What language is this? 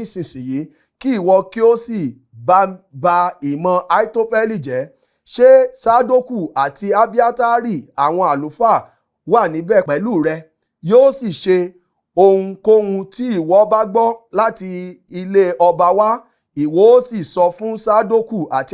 Yoruba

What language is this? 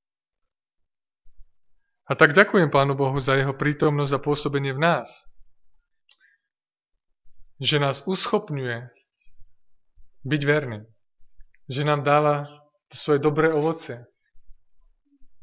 Slovak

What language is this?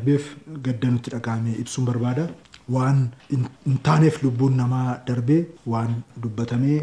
Oromo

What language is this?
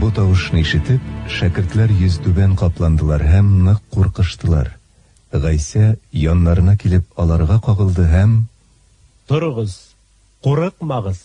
Tatar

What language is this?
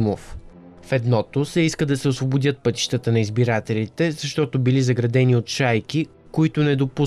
Bulgarian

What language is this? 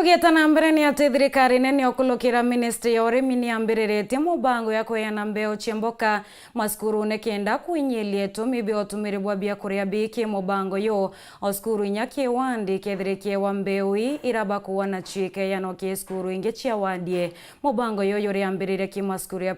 Meru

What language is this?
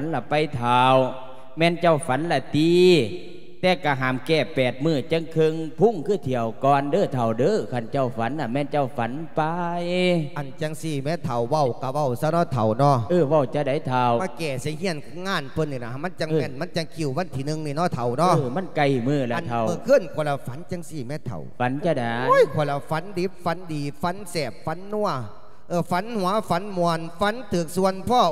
Lao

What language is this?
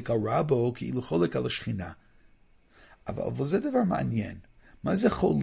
Hebrew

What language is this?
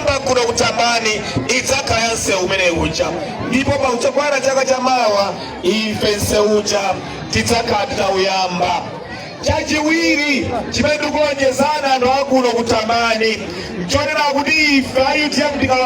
Nyanja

